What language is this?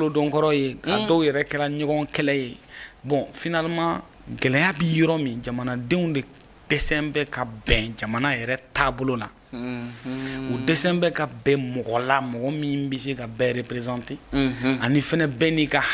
Bambara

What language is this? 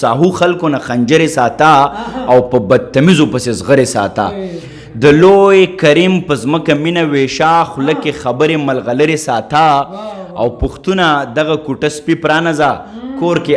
Pashto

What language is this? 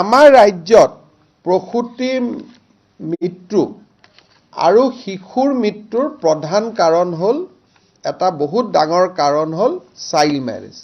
Assamese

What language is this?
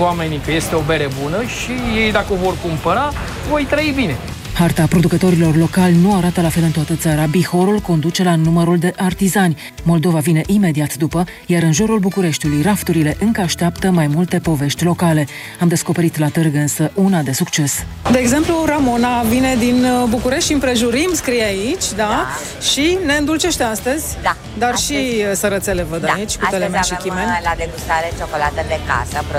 Romanian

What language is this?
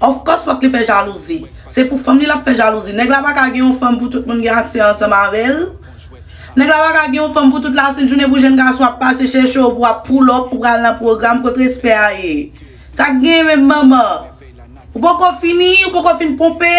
Haitian Creole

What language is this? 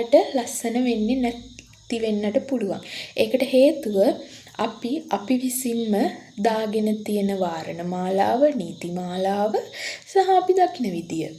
Sinhala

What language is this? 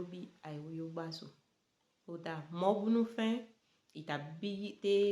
Saramaccan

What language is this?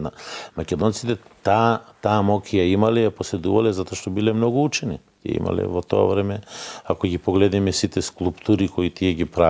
Macedonian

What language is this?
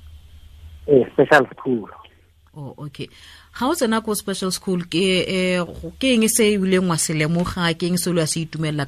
Tswana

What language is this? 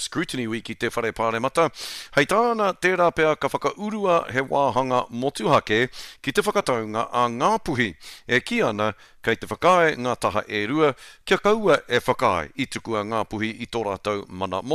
Māori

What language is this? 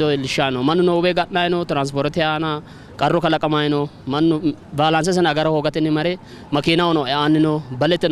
Sidamo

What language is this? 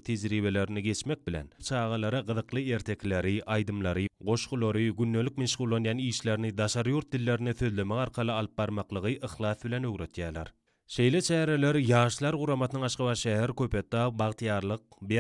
Turkmen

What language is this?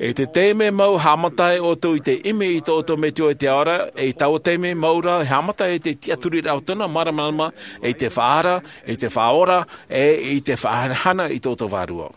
Tahitian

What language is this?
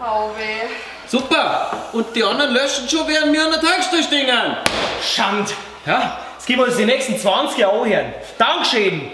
Bavarian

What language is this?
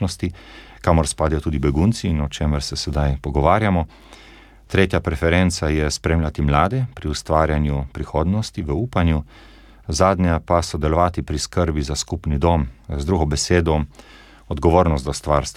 Slovenian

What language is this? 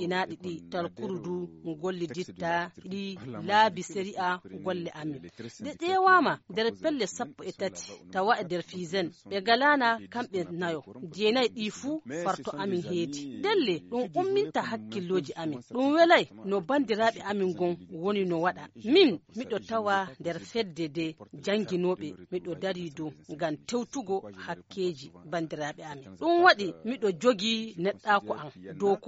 Fula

